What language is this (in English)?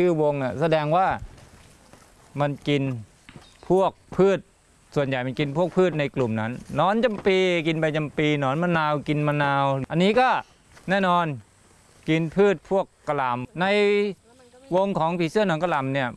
Thai